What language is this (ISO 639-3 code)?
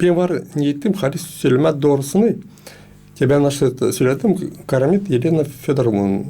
gag